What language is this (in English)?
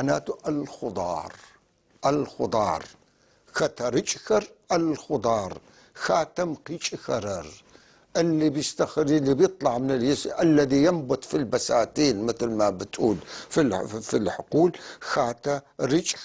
North Levantine Arabic